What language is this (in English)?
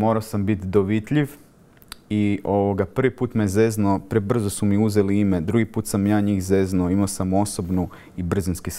Croatian